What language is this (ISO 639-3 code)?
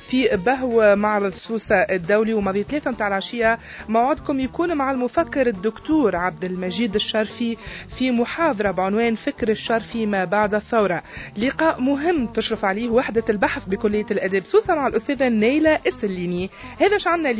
aeb